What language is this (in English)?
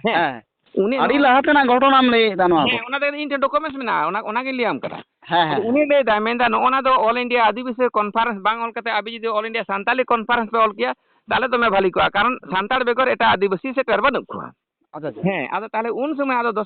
Santali